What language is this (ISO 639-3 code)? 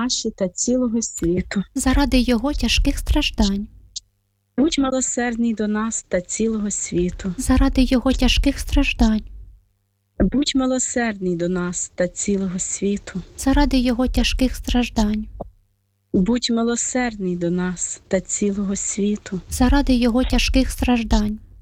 ukr